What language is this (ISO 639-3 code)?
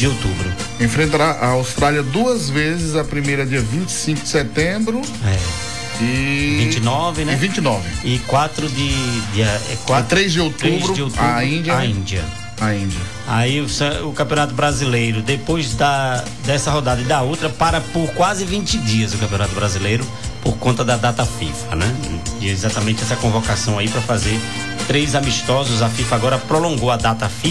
por